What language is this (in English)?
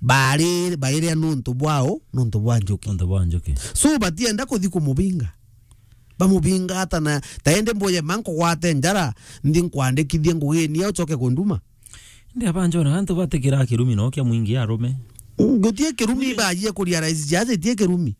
Meru